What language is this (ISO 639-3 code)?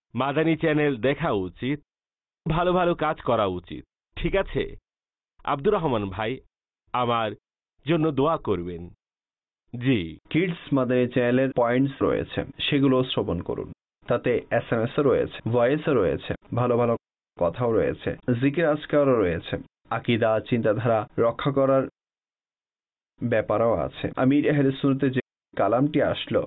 ben